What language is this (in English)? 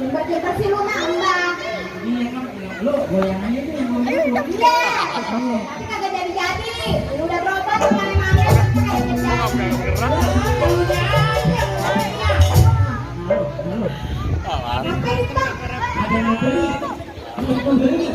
Betawi